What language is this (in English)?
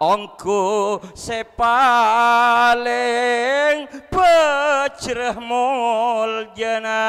Madurese